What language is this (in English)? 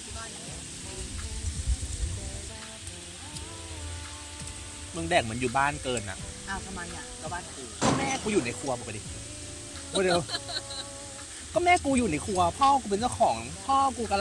Thai